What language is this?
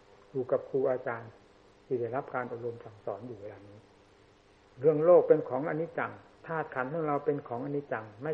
Thai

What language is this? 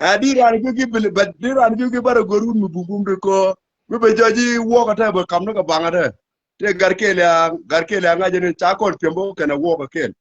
Nuer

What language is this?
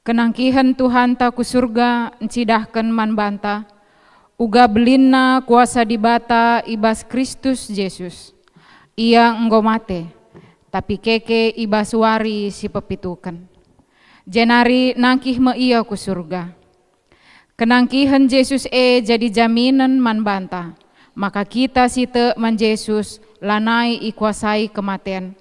Batak Karo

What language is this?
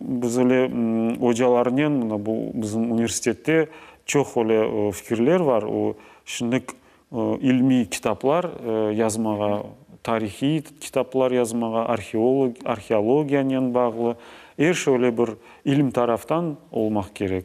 Crimean Tatar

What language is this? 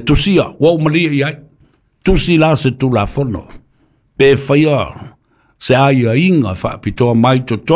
Samoan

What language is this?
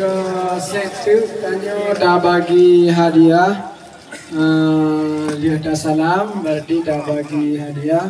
Achinese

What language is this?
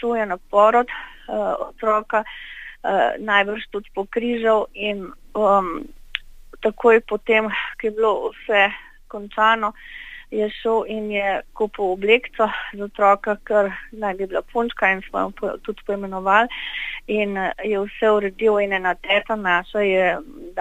Slovenian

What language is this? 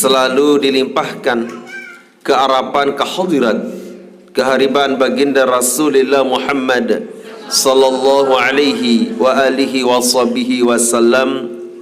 Sasak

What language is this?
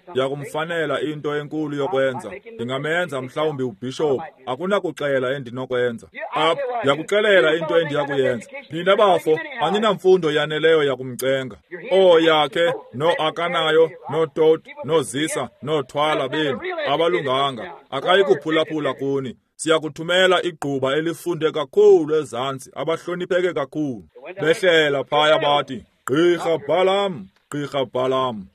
Xhosa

